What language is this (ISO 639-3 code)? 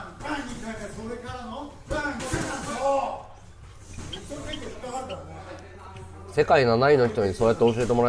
jpn